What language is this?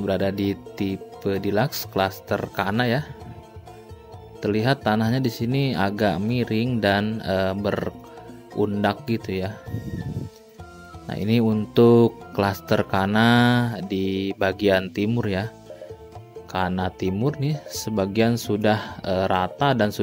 Indonesian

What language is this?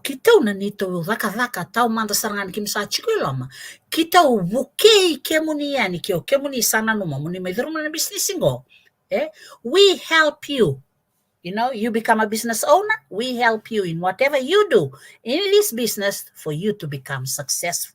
Fijian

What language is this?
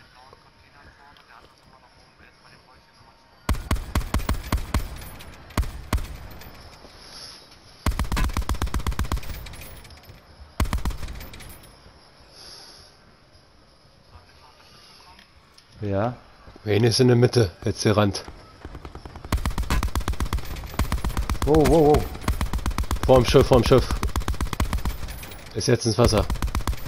German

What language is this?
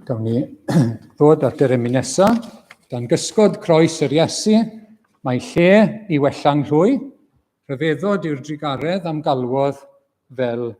Welsh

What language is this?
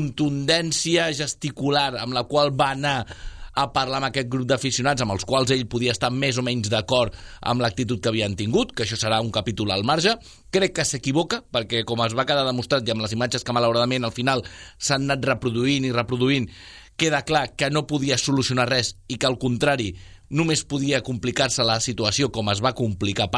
Catalan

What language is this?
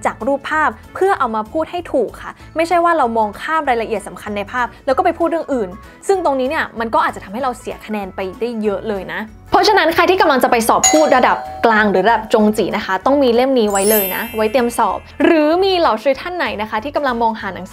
Thai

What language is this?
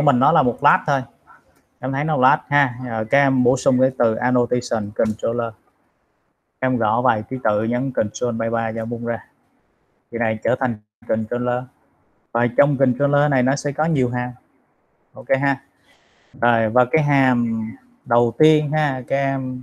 Vietnamese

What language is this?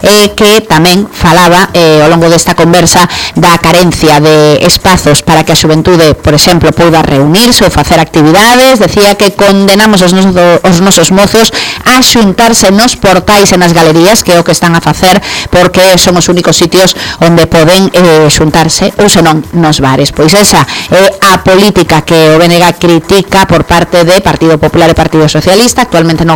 Galician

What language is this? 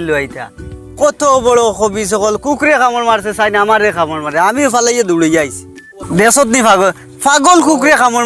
Sylheti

